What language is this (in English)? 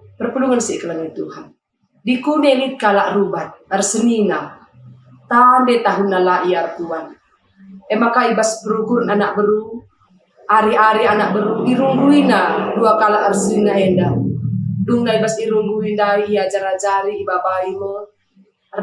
Batak Karo